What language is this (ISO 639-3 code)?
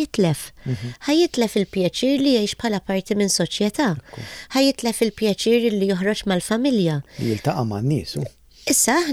mlt